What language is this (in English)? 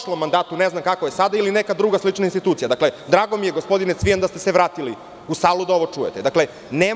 Serbian